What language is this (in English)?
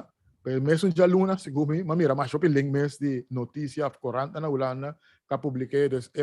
Papiamento